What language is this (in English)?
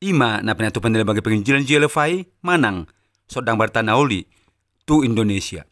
Batak Toba